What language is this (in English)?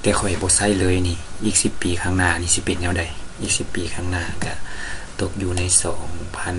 Lao